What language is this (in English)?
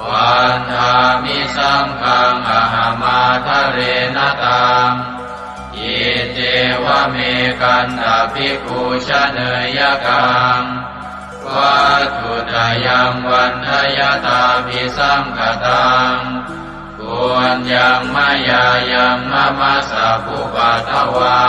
Pali